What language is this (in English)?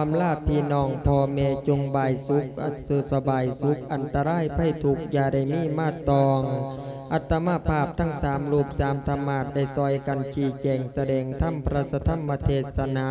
Lao